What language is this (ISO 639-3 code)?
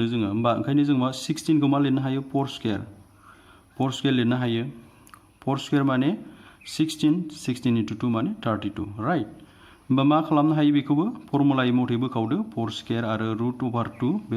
brx